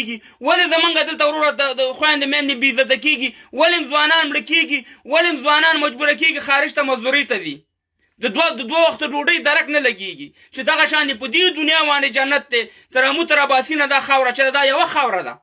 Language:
Pashto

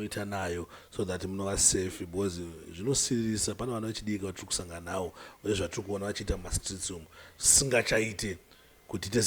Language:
Shona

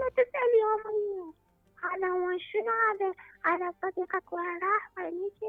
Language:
Mesopotamian Arabic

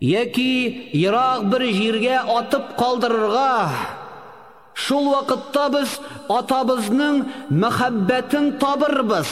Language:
Tatar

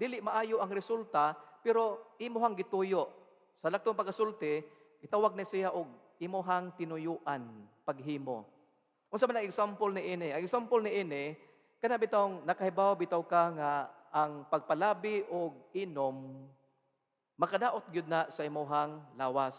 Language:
Cebuano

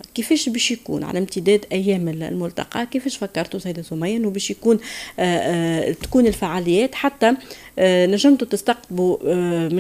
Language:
Tunisian Arabic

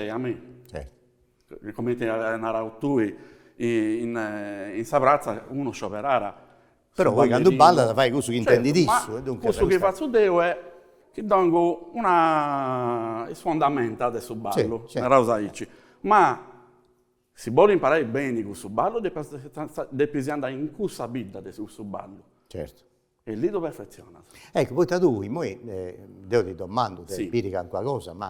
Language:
Sardinian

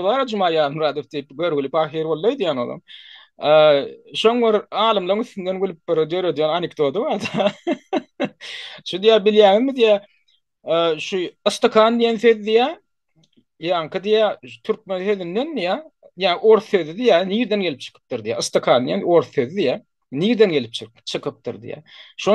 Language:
Turkmen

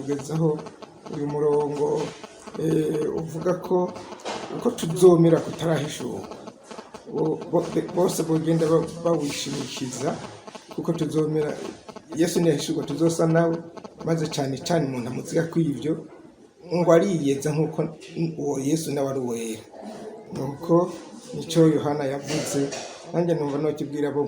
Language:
Rundi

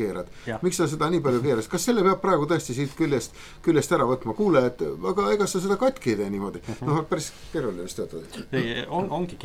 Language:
Estonian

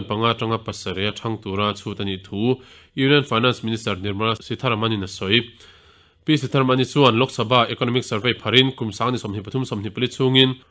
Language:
Mizo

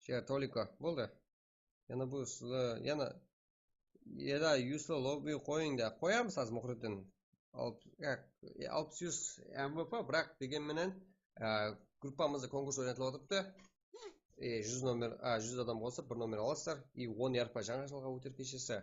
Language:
Kara-Kalpak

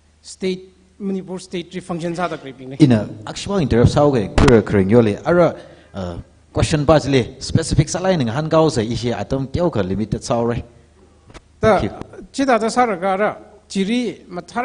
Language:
Tangkhul Naga (India)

